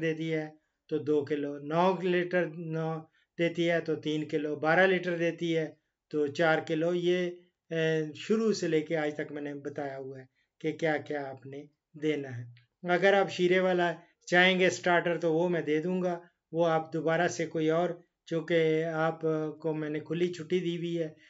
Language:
Hindi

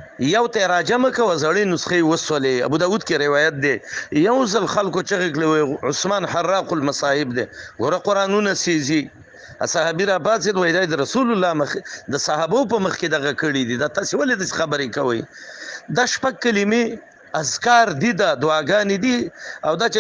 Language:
Pashto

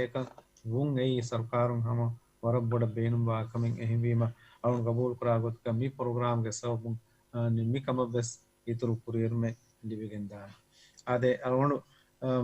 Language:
Divehi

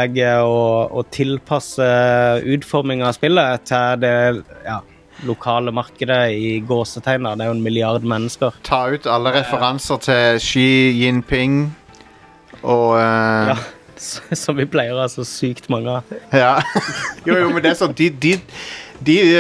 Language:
Norwegian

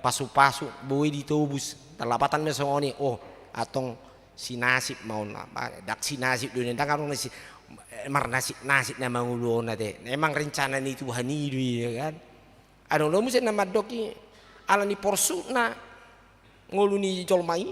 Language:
Batak Toba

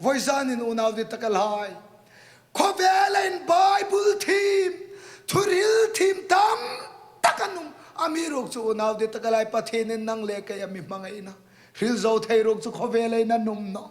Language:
Hmar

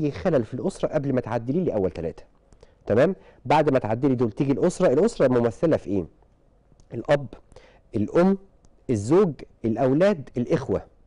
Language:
Egyptian Arabic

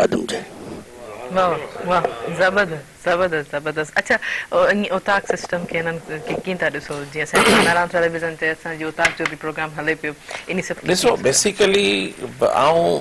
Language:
Sindhi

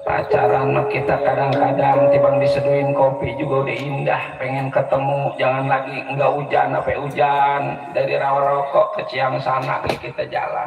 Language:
Betawi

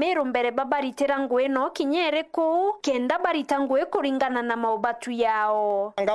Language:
Meru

